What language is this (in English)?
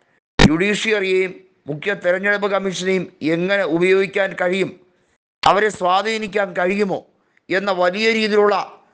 Malayalam